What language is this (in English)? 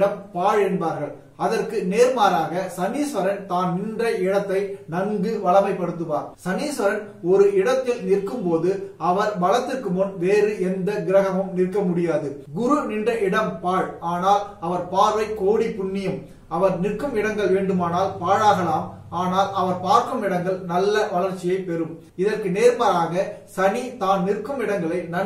Tamil